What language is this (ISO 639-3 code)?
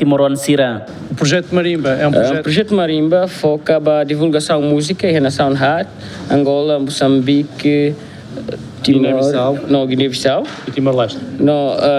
tet